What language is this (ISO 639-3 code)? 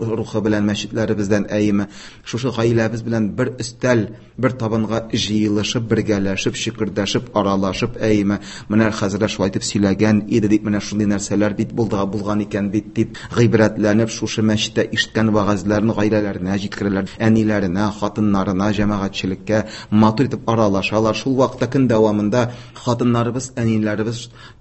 tat